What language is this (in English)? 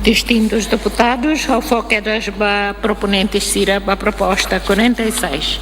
Tetum